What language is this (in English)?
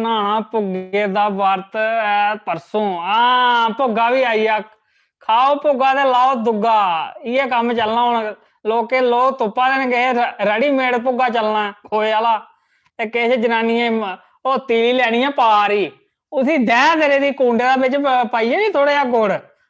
Dogri